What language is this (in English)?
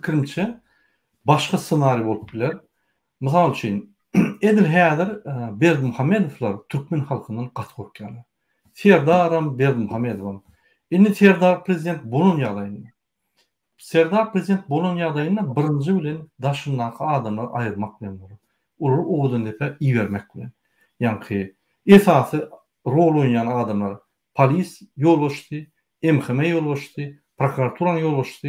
Turkmen